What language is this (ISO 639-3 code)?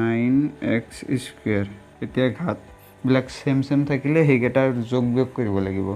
asm